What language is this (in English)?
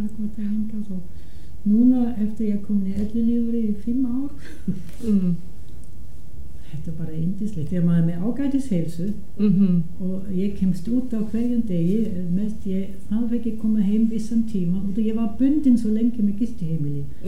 Icelandic